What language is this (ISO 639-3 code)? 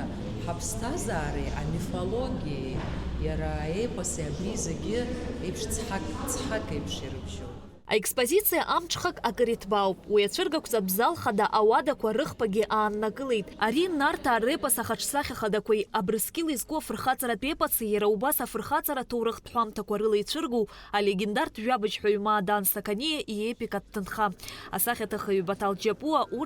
abk